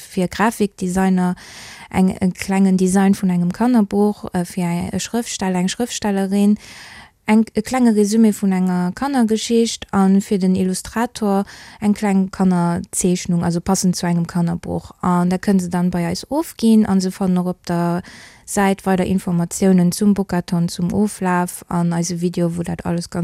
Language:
Luxembourgish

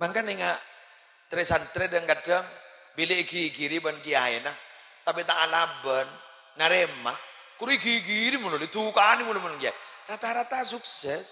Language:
Madurese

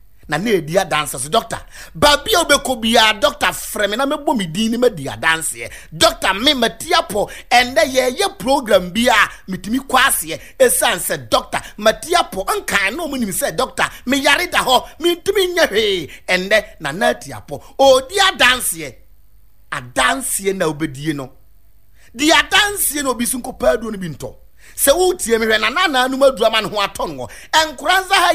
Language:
Akan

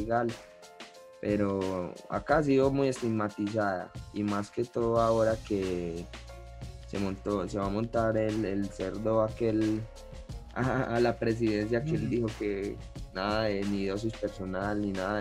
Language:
Spanish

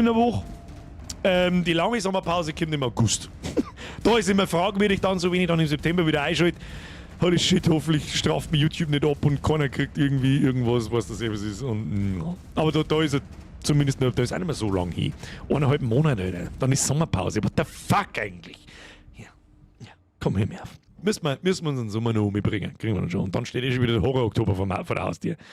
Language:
Bavarian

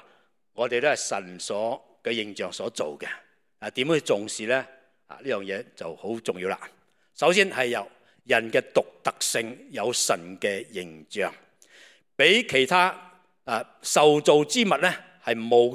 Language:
Cantonese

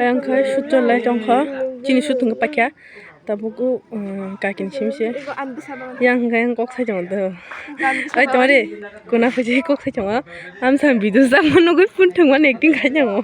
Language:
Kok Borok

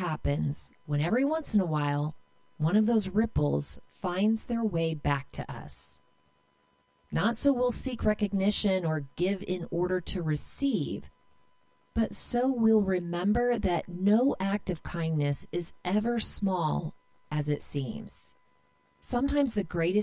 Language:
English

